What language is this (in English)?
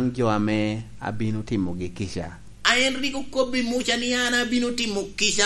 Lango (Uganda)